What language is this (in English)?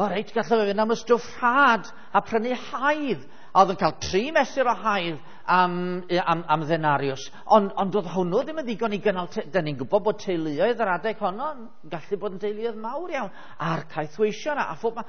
Welsh